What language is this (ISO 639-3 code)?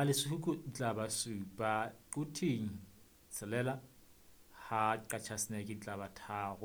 sot